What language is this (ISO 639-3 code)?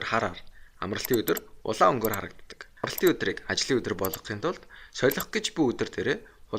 mon